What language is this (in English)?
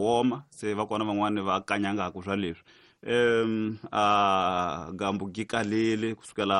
Tsonga